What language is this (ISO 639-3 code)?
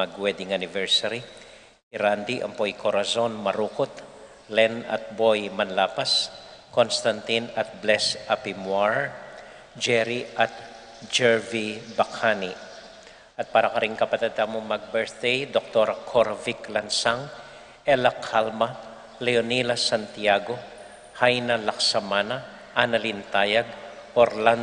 pam